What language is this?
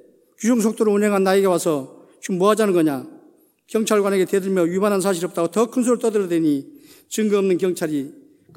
Korean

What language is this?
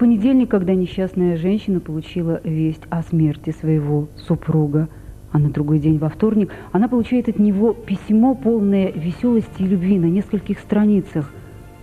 Russian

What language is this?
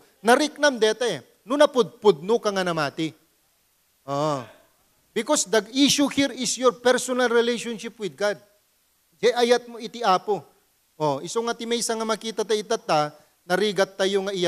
Iloko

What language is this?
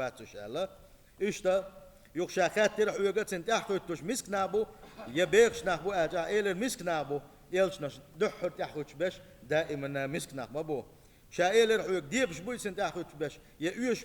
Chechen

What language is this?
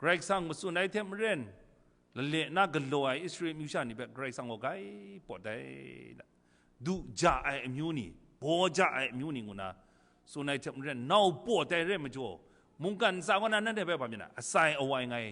Kachin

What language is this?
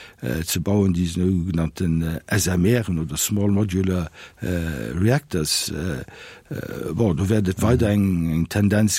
Luxembourgish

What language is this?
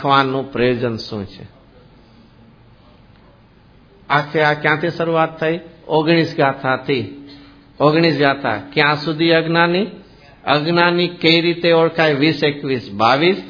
Gujarati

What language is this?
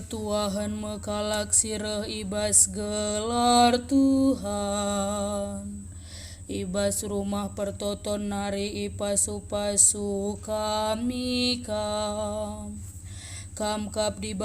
Batak Karo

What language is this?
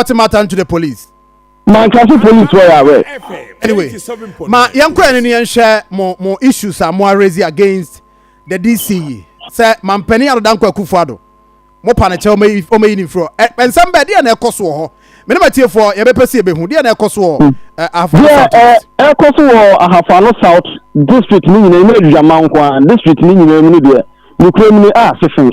Akan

